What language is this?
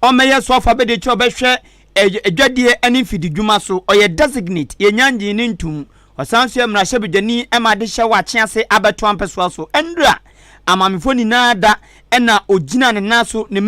Akan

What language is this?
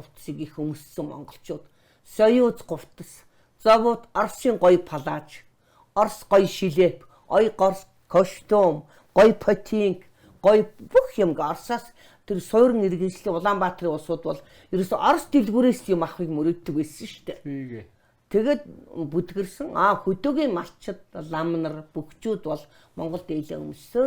Mongolian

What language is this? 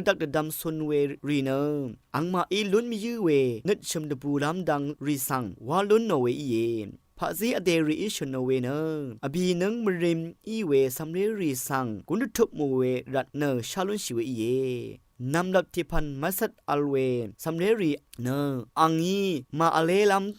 Rawang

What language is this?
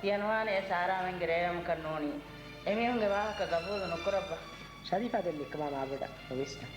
Divehi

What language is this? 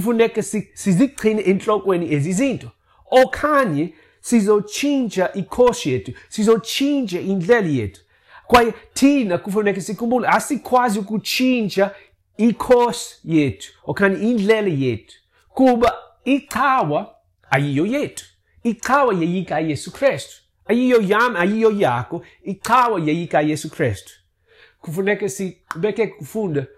Xhosa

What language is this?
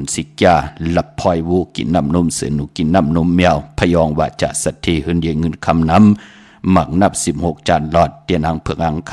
Shan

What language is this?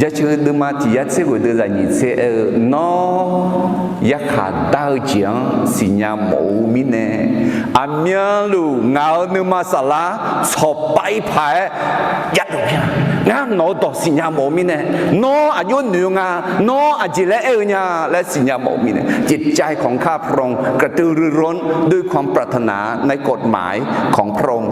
Akha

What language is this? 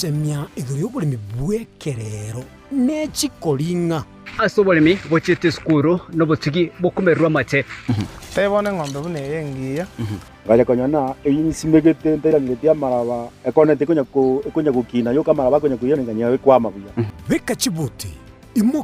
Gusii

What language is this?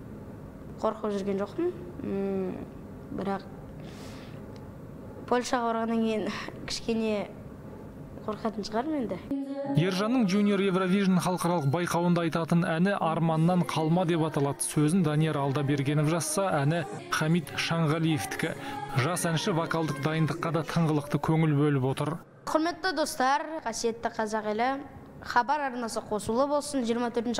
Kazakh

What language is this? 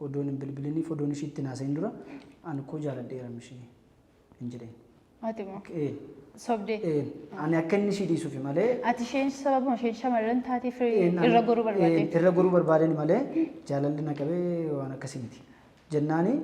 Oromo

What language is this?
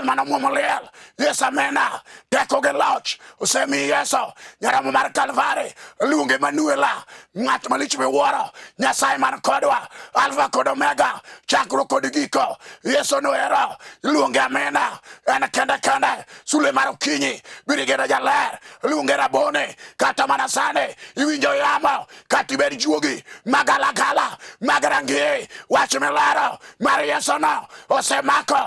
Luo (Kenya and Tanzania)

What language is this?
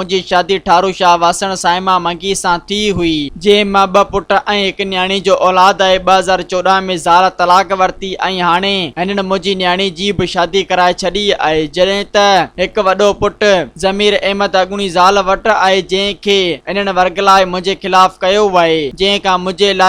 Sindhi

